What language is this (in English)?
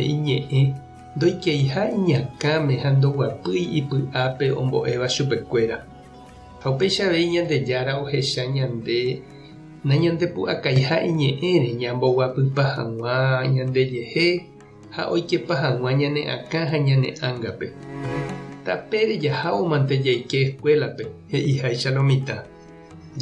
Guarani